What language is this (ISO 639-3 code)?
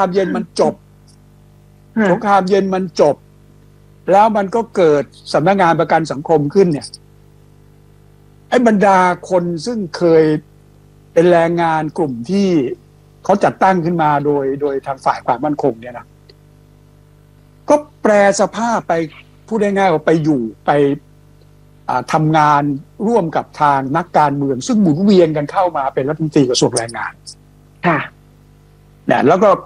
tha